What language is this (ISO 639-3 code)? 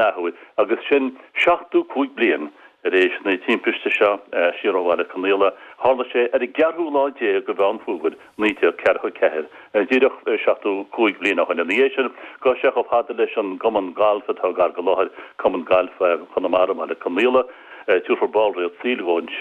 gle